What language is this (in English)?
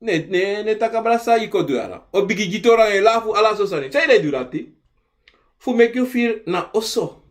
Sranan Tongo